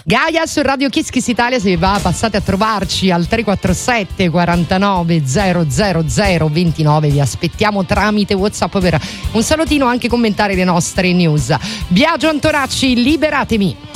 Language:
Italian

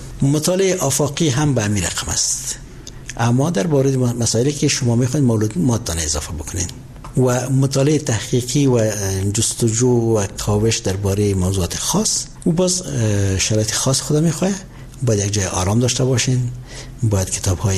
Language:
Persian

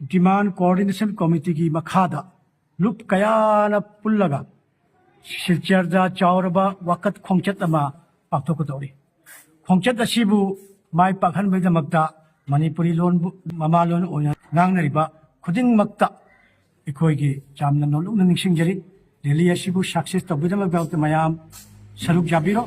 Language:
Manipuri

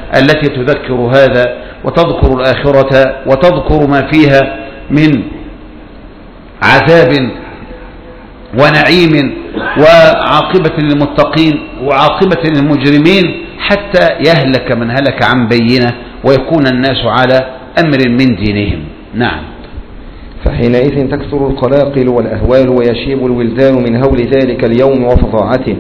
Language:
Arabic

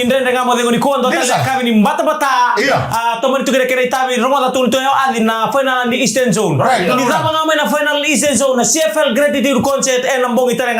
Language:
Fijian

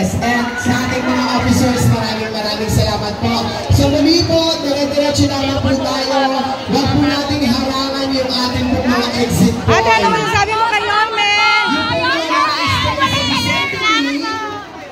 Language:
Filipino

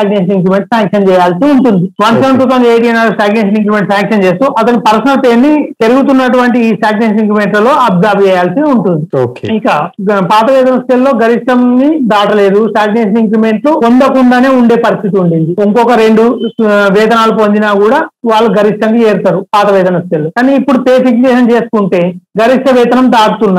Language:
Telugu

